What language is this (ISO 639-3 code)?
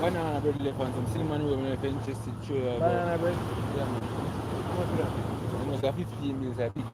jam